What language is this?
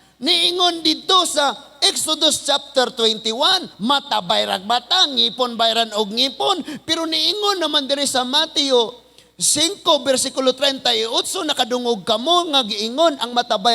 Cebuano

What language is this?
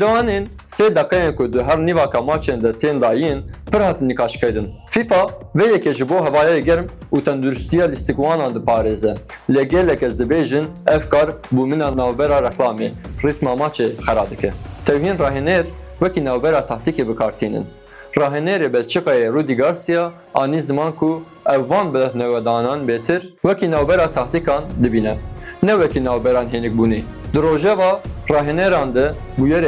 Kurdish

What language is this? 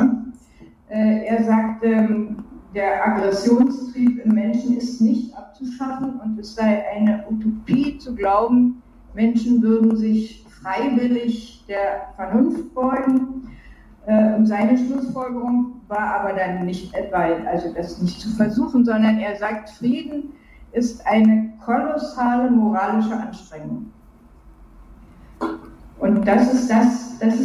German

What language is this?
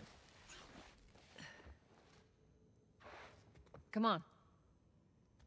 English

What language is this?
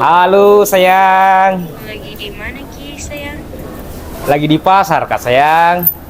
Buginese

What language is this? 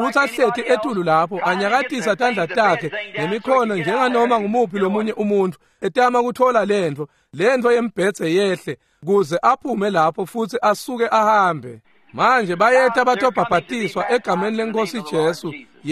Swati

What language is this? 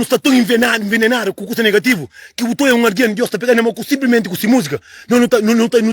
Kabuverdianu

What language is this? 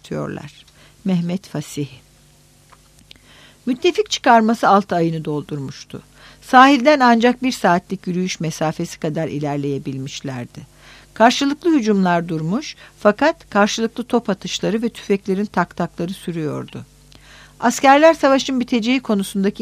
Turkish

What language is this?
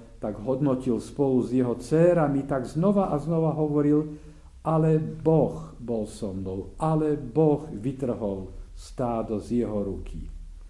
Slovak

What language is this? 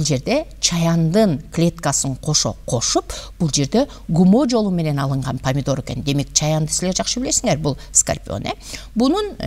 Kyrgyz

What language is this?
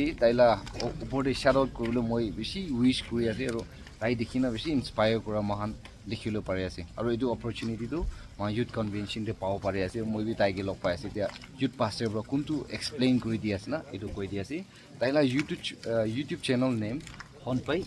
Naga Pidgin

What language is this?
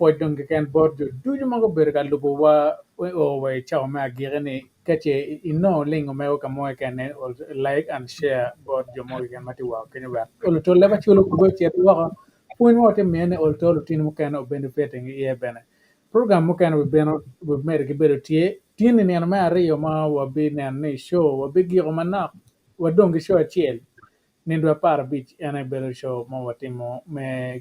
Acoli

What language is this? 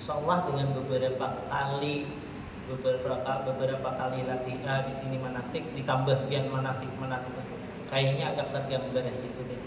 Banjar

